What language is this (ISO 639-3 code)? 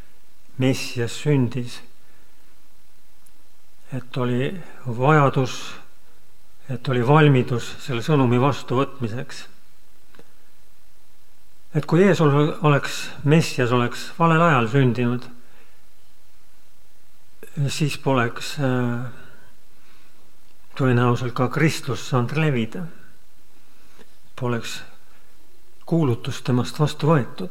est